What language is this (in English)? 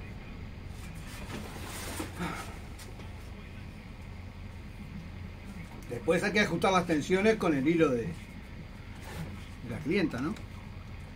Spanish